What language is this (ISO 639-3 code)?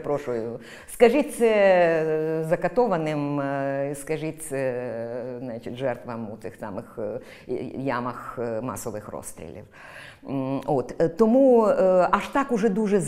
ukr